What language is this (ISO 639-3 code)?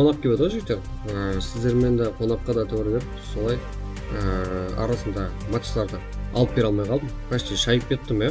kaa